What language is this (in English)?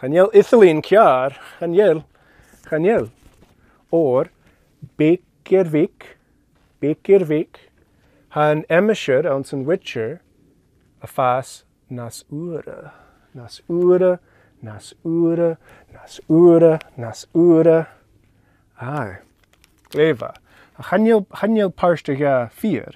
Scottish Gaelic